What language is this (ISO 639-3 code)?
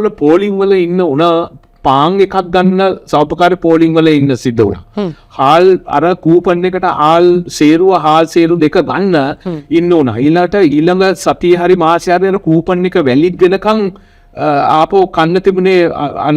sin